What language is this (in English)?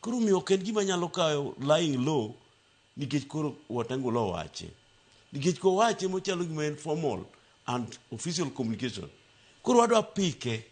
Luo (Kenya and Tanzania)